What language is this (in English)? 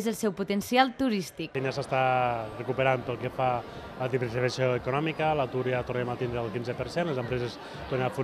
Catalan